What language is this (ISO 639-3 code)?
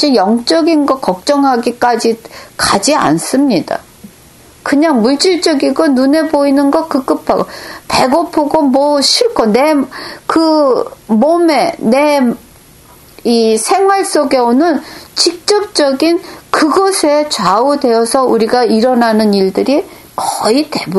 kor